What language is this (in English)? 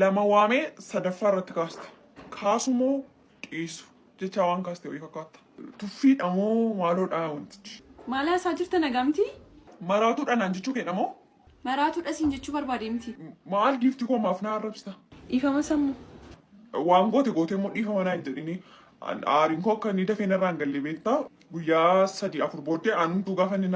Oromo